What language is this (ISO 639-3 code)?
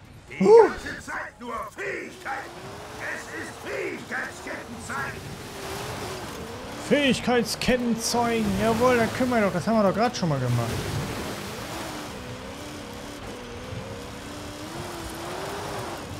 deu